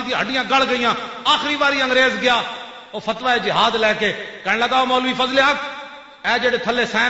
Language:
Western Panjabi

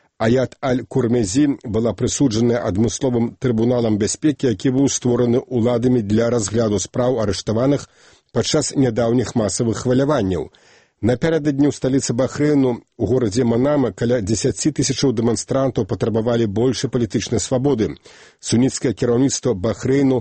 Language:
Belarusian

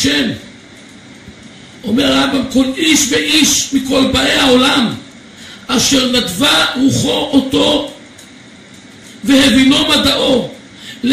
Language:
Hebrew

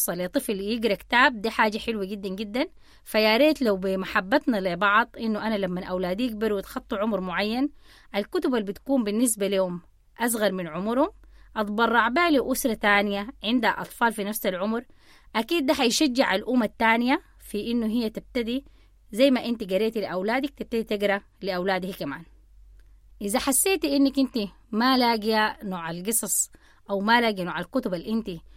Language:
Sudanese Arabic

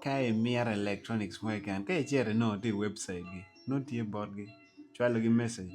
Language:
Acoli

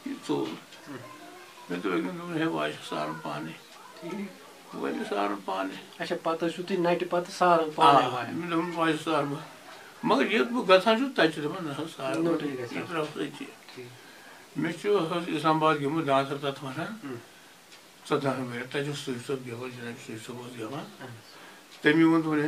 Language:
Kashmiri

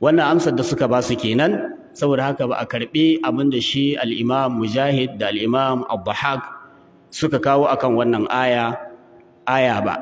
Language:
Hausa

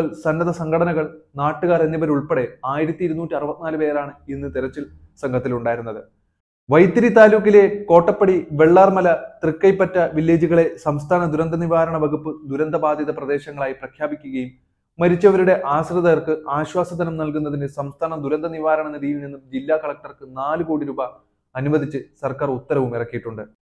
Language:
Malayalam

